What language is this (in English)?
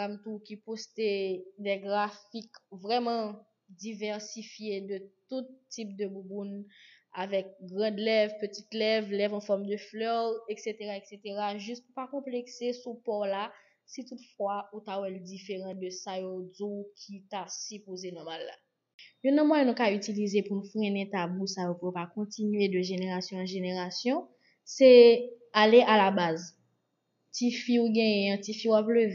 Haitian Creole